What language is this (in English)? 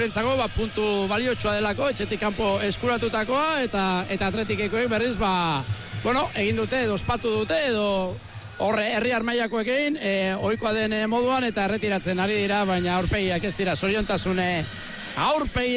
Basque